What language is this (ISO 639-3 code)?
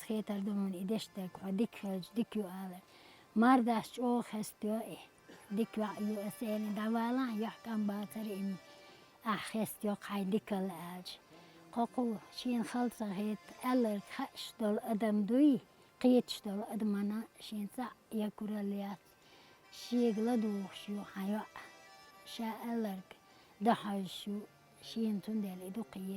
che